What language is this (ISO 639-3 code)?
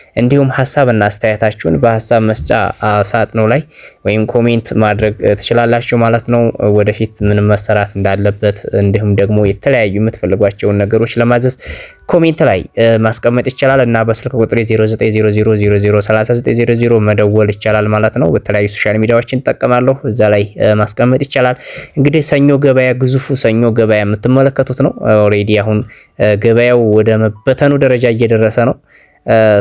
amh